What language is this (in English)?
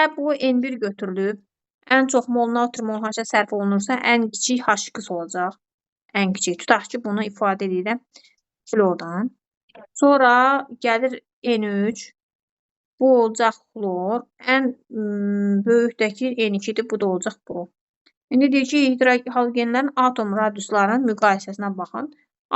Azerbaijani